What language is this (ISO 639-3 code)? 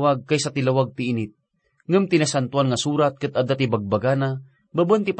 ilo